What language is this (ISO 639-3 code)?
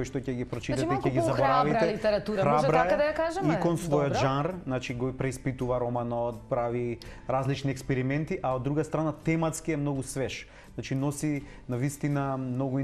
mkd